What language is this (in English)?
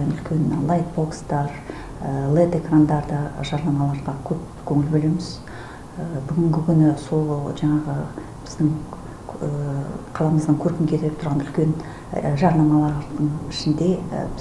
Kazakh